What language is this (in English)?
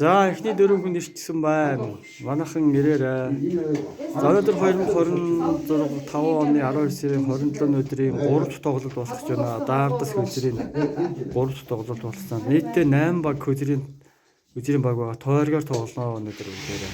Mongolian